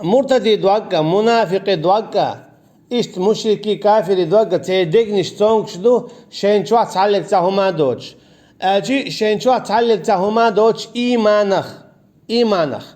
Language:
Chechen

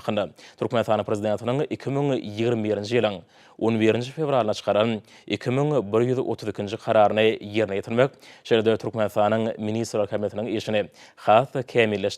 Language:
Turkmen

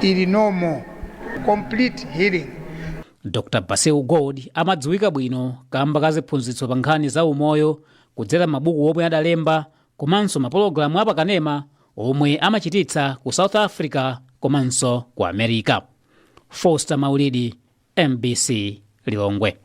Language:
Nyanja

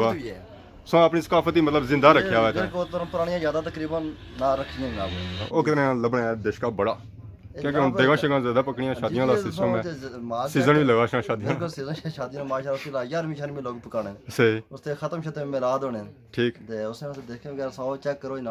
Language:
Pahari-Potwari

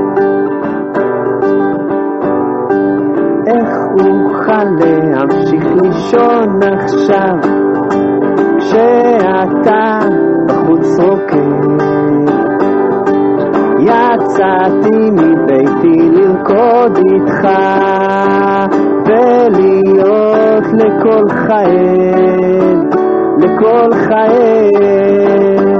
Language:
Hebrew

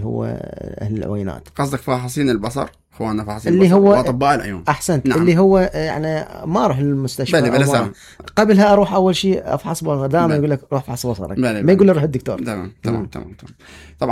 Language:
Mesopotamian Arabic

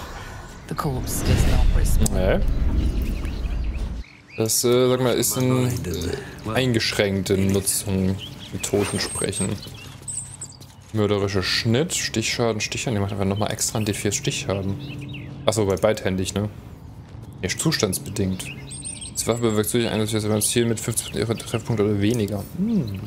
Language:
German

